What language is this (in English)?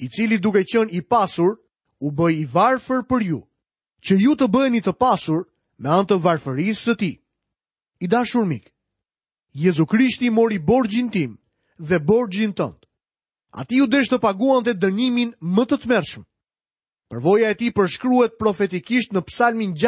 Albanian